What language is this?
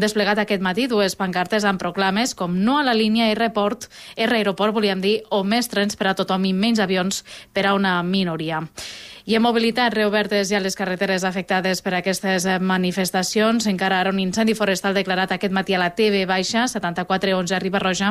Catalan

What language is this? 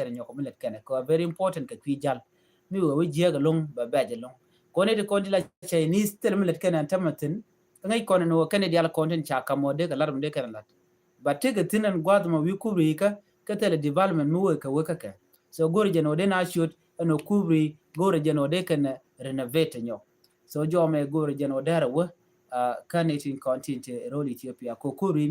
Nuer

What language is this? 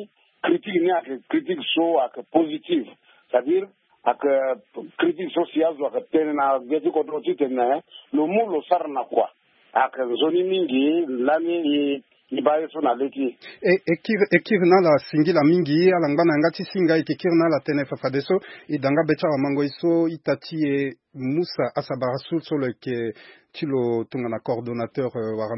Sango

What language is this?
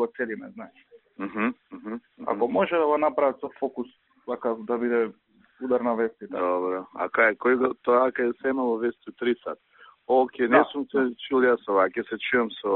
Serbian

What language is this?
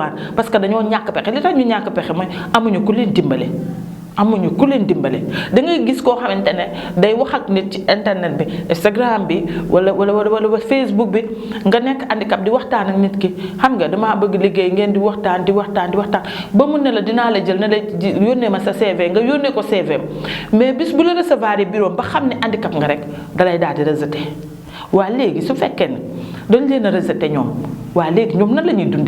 Wolof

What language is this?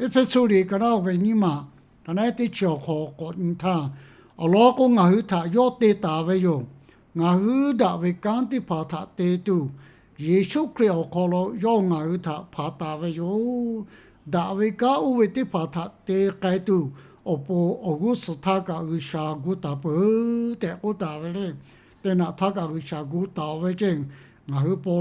Lahu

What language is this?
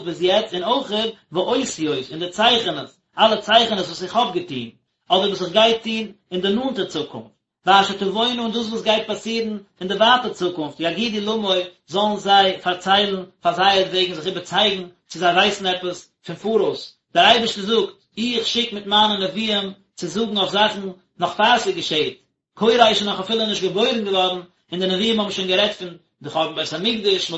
Yiddish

